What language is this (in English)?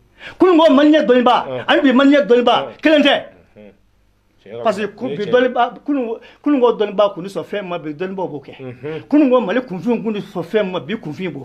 Bambara